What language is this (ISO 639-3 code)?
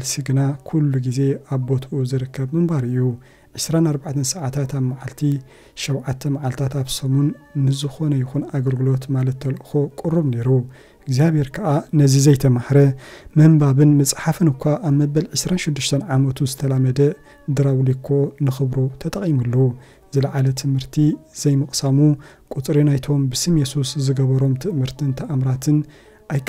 tir